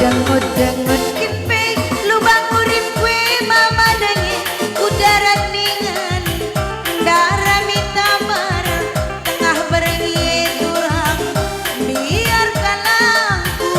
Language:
Batak Karo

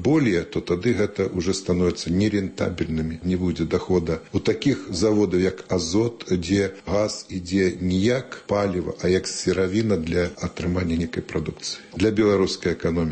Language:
Belarusian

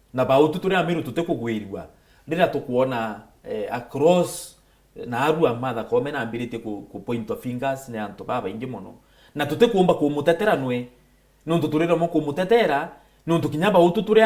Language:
Meru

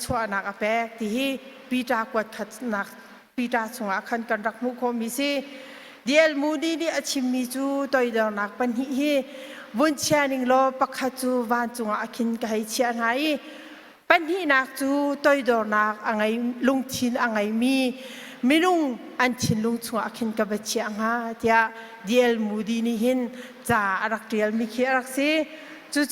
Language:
Hakha Chin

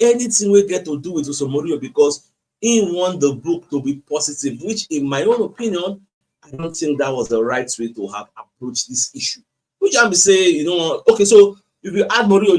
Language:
Nigerian Pidgin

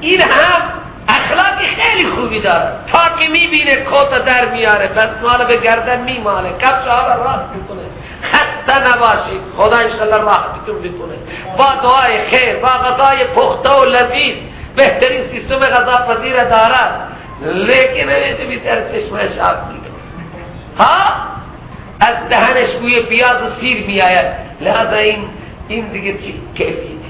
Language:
Persian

